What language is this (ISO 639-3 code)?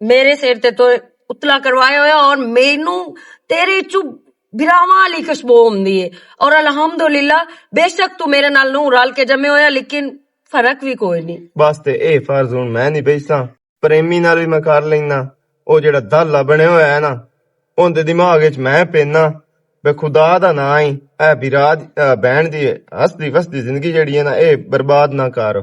lah